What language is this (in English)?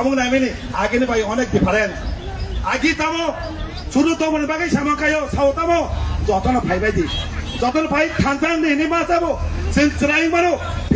Kok Borok